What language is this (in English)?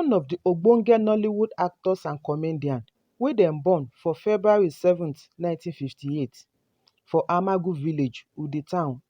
Nigerian Pidgin